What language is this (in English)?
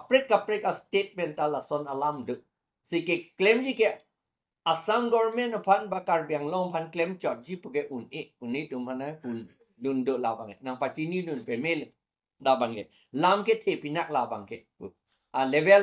Karbi